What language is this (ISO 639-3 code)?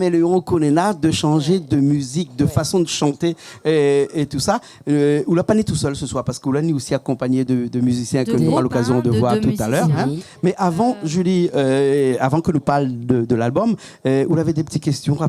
rcf